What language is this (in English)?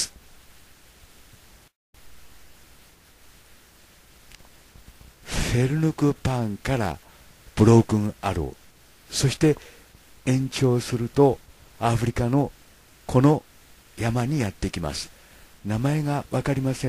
Japanese